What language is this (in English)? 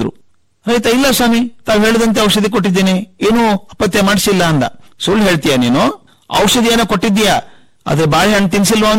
Kannada